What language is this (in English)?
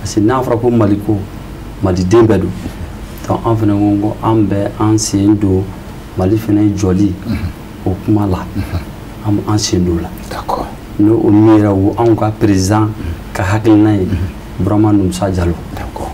Bambara